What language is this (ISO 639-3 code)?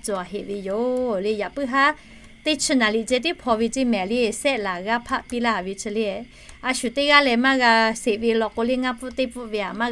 lhu